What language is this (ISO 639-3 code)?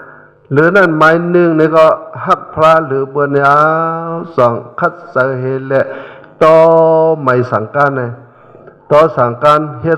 shn